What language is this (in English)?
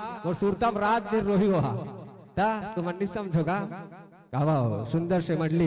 Chhattisgarhi